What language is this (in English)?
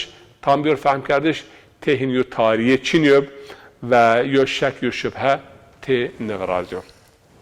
Zaza